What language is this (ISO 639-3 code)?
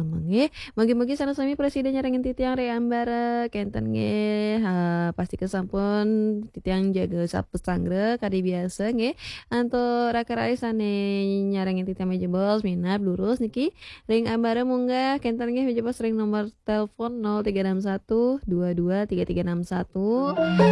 ban